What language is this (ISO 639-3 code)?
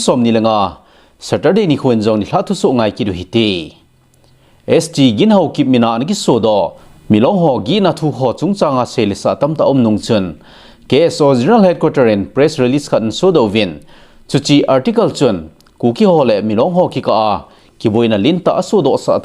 tcz